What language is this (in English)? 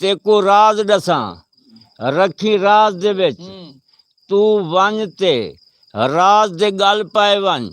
Saraiki